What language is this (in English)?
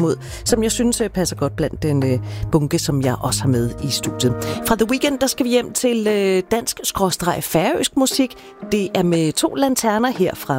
Danish